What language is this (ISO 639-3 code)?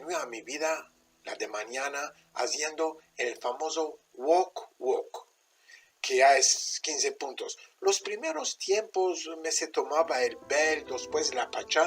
lad